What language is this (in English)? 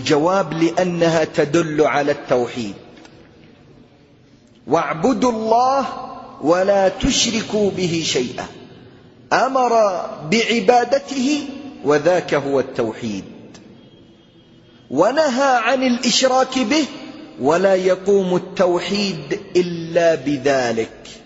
Arabic